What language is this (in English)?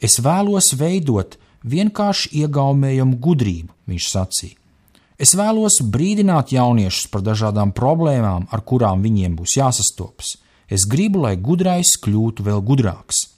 Latvian